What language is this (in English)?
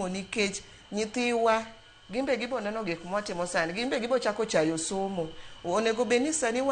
Luo (Kenya and Tanzania)